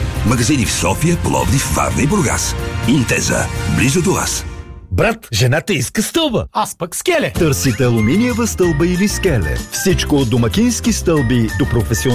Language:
Bulgarian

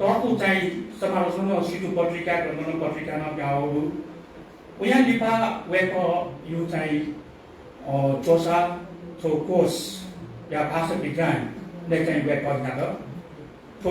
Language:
Newari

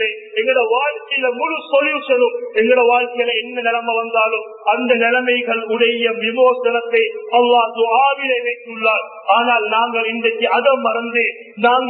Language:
Tamil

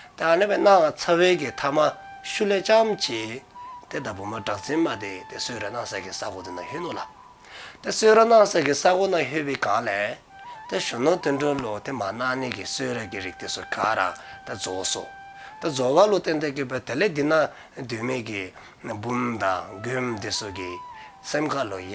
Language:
Dzongkha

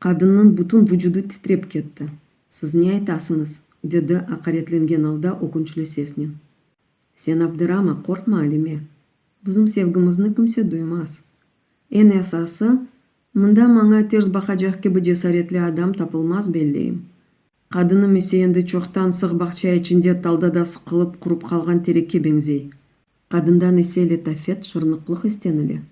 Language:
Crimean Tatar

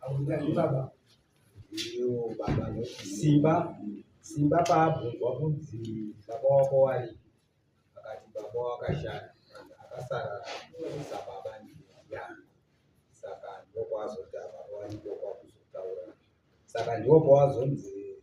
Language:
Shona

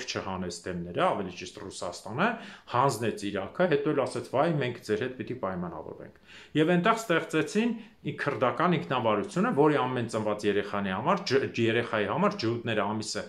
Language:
Armenian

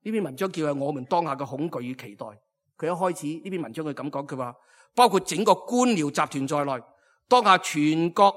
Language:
Cantonese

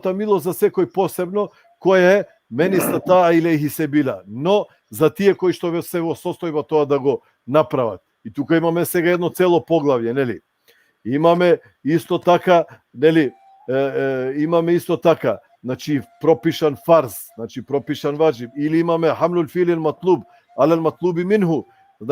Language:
Balkan Romani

